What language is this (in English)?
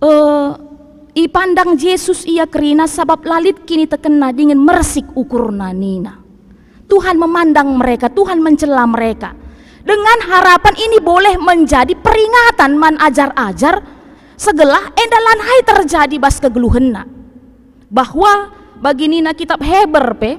Batak Karo